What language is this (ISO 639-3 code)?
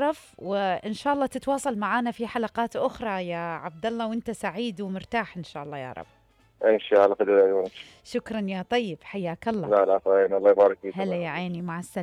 acm